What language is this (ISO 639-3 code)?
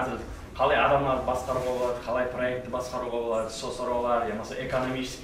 kaa